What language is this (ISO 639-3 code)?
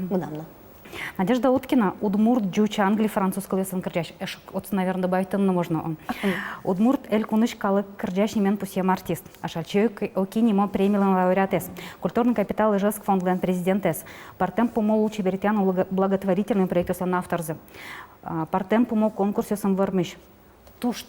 udm